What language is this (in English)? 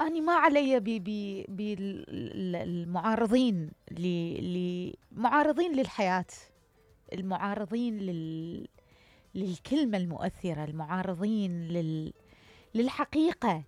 Mesopotamian Arabic